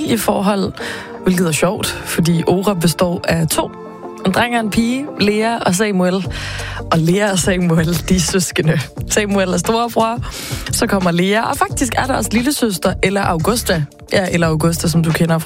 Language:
Danish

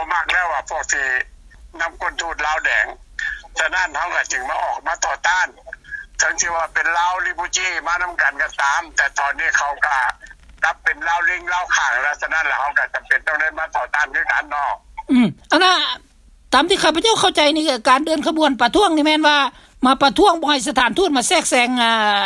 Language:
Lao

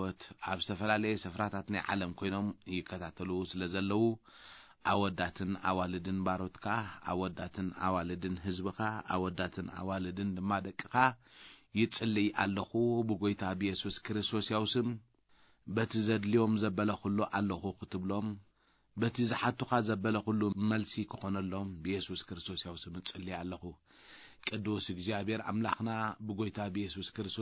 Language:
Tigrinya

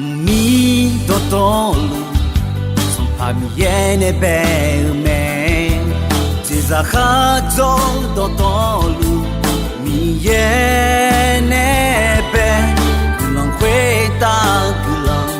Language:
Akha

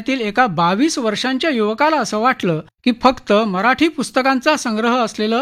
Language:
Marathi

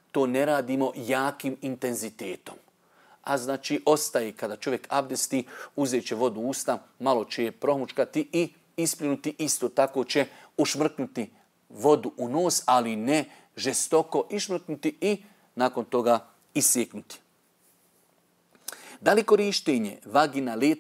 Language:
Bosnian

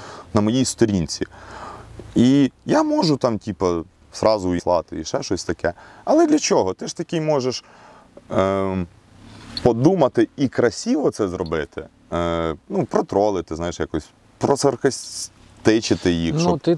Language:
Ukrainian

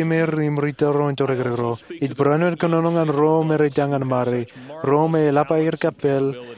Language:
Marshallese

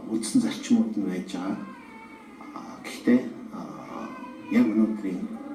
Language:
Mongolian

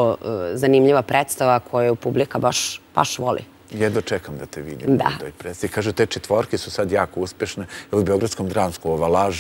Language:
Serbian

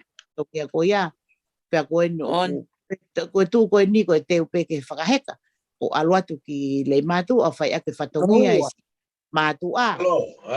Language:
Tongan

